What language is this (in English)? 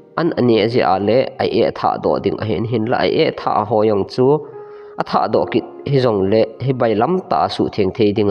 Thado Chin